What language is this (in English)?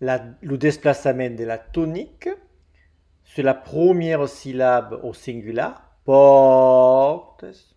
Occitan